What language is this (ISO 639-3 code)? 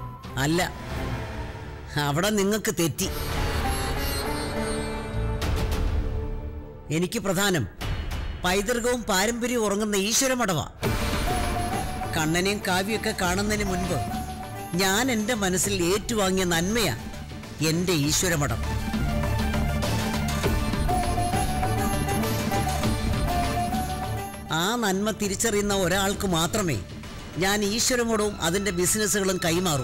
mal